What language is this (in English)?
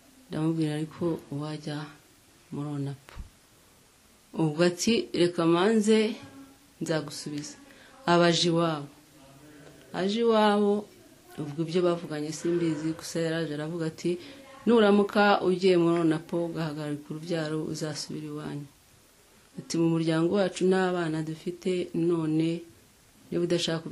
Kinyarwanda